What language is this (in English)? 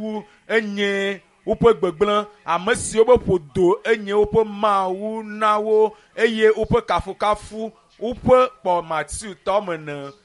Ewe